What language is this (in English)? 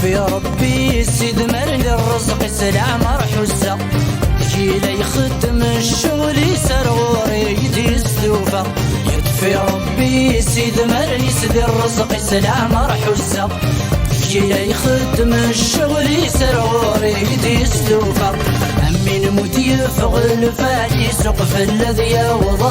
Kabyle